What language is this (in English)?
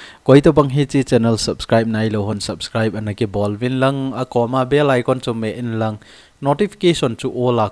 Thado Chin